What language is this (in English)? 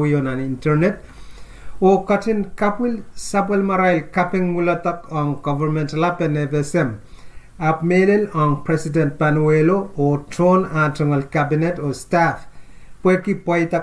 Pohnpeian